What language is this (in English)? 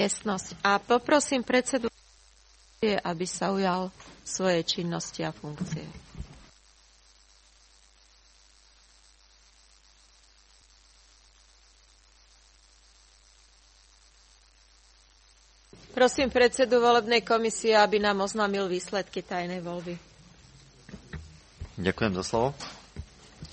Slovak